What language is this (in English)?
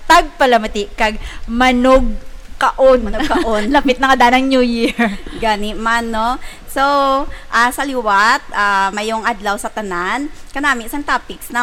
Hiligaynon